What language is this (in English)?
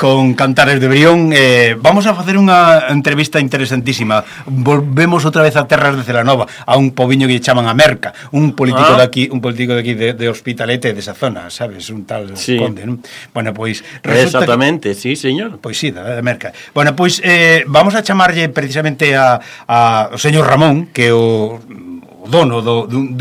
Galician